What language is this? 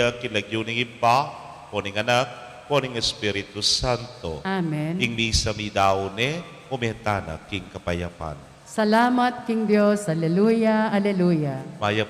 Pampanga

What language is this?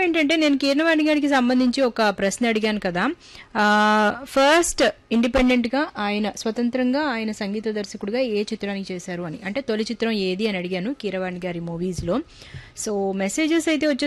Telugu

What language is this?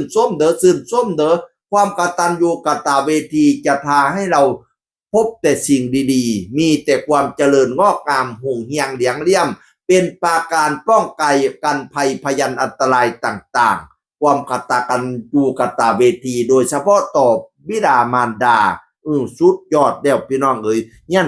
Northeastern Thai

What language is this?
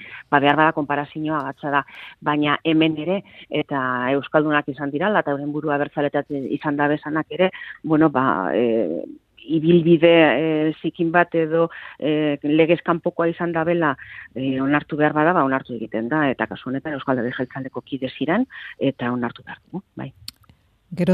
Basque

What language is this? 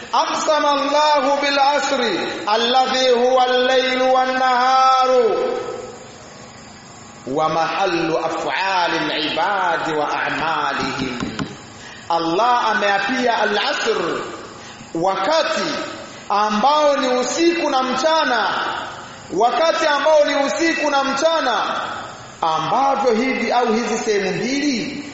Swahili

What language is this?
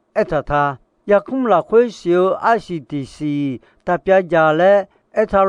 Akha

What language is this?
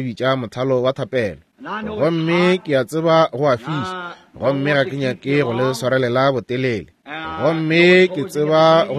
Northern Sotho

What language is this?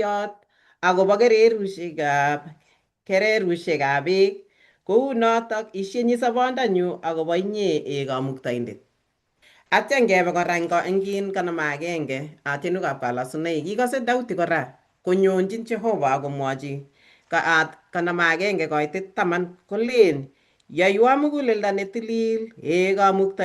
Kalenjin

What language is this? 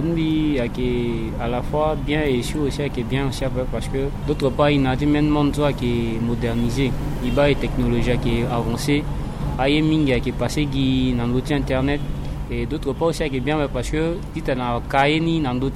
Sango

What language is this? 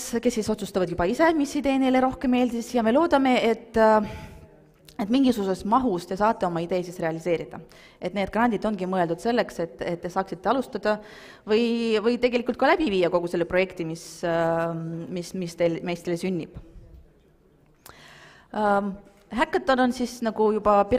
Estonian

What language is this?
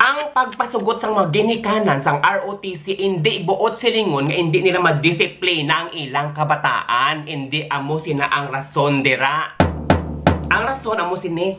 Hiligaynon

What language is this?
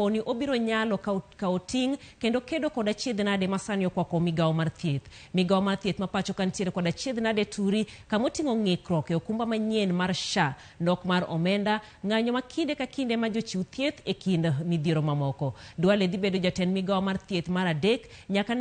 Luo (Kenya and Tanzania)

